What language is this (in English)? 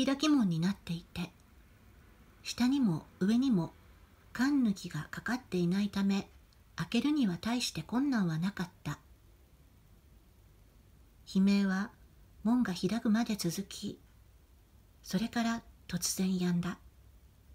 Japanese